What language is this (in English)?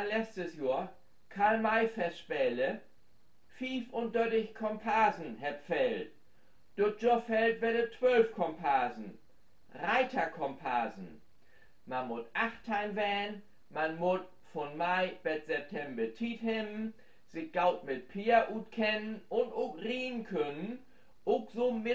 Low German